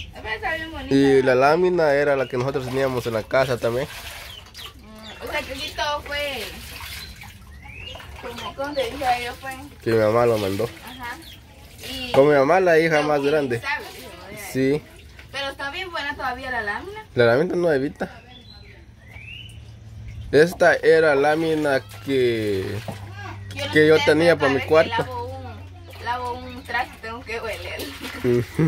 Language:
Spanish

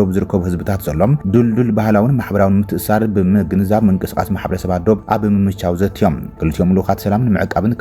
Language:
Tigrinya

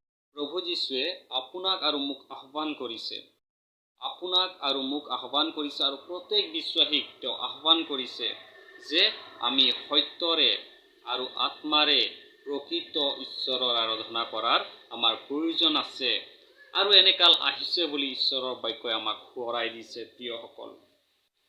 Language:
Assamese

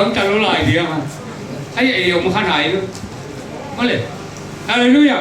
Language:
Tedim Chin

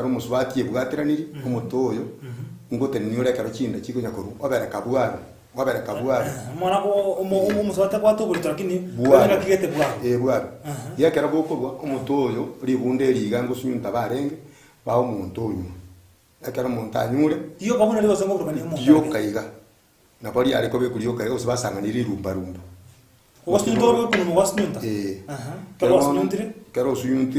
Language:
Gusii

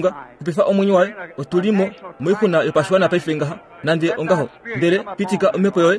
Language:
Kuanyama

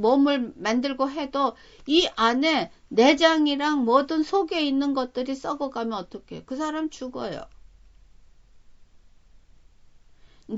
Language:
Korean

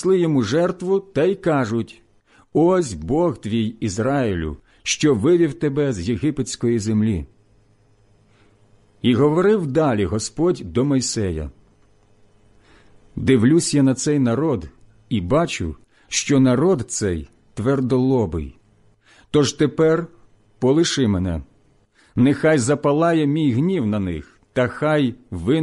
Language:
Ukrainian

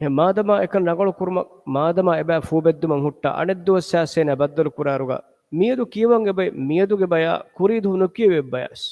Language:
Divehi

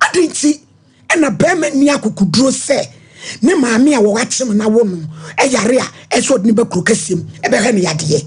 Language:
Akan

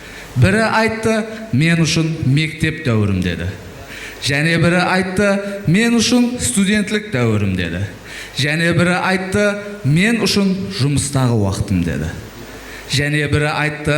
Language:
Kara-Kalpak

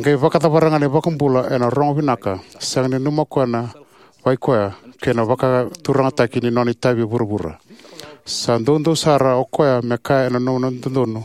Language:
Fijian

